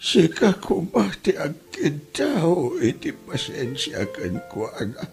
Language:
Iloko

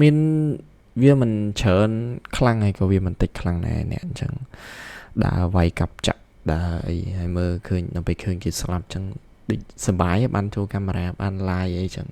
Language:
Khmer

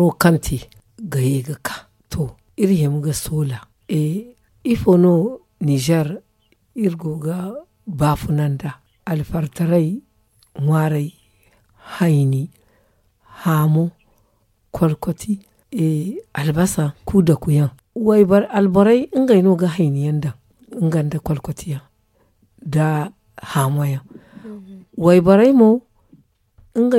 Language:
Zarma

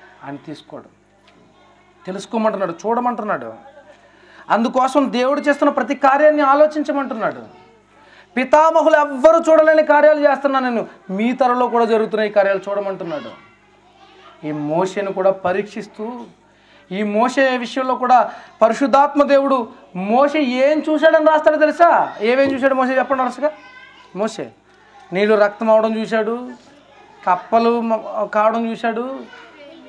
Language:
Telugu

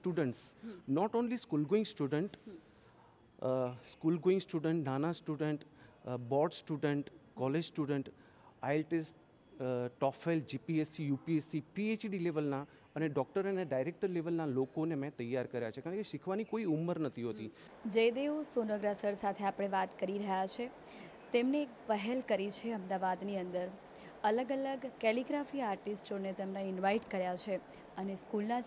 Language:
Gujarati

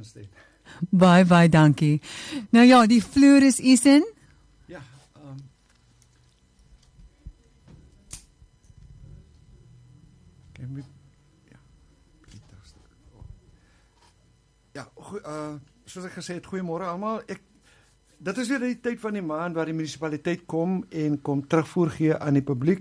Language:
Afrikaans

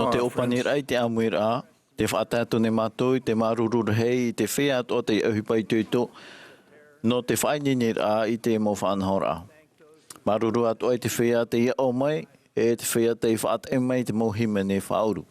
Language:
Tahitian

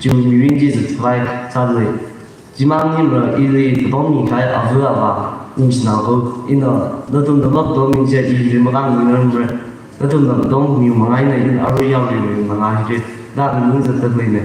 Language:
Tangkhul Naga (India)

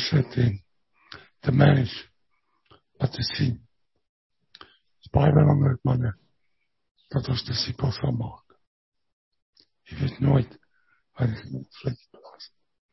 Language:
Afrikaans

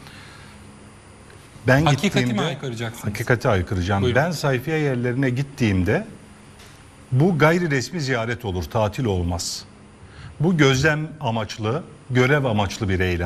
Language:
Turkish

